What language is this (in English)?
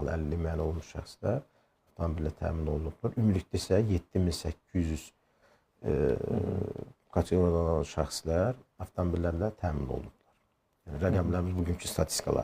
Azerbaijani